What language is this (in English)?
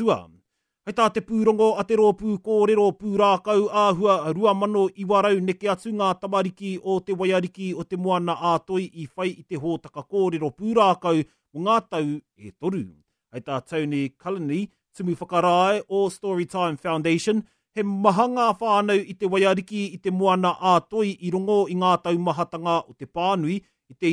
Māori